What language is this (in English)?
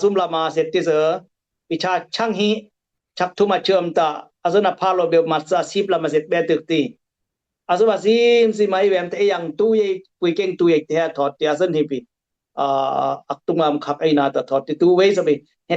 Dimasa